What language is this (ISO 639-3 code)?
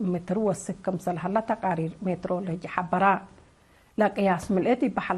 tig